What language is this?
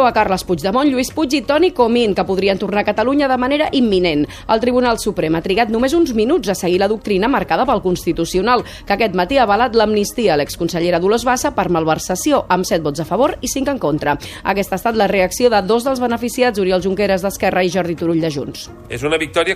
Catalan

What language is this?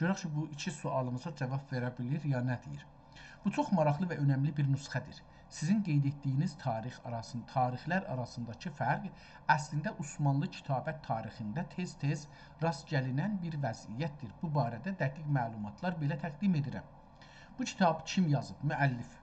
South Azerbaijani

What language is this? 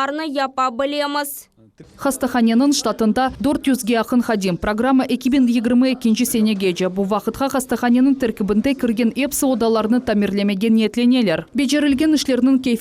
Crimean Tatar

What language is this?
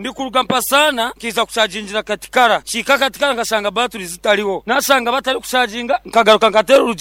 Nyankole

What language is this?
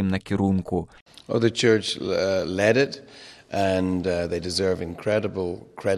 Belarusian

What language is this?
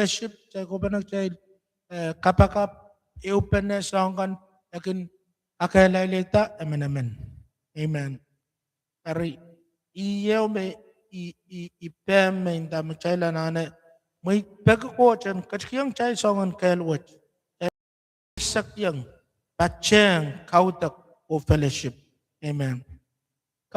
Pohnpeian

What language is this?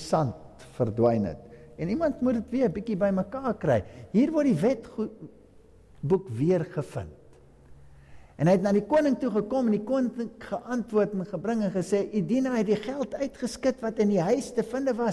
Afrikaans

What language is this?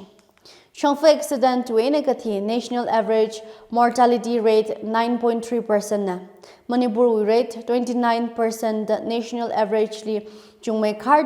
Tangkhul Naga (India)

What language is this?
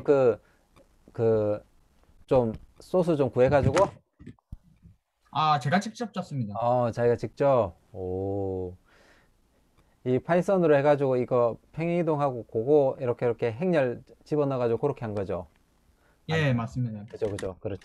Korean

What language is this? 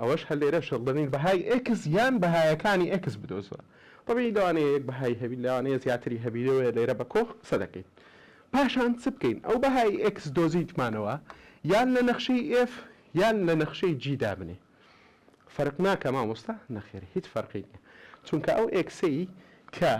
Central Kurdish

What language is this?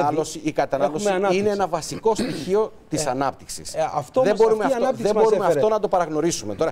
Greek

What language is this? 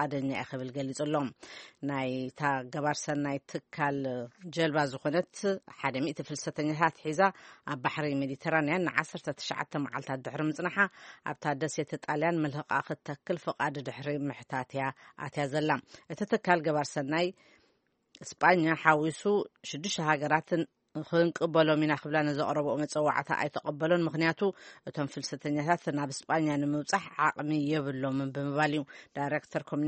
Tigrinya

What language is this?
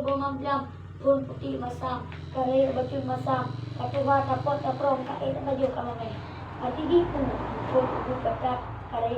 Achinese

